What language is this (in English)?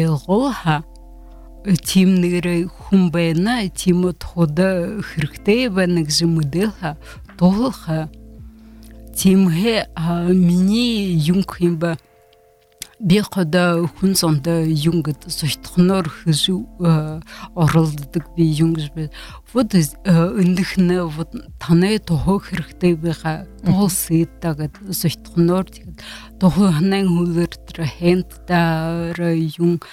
Buriat